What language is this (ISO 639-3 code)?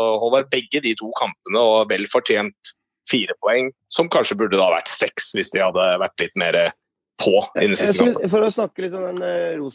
nor